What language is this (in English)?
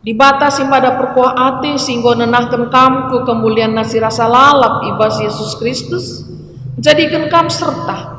Batak Karo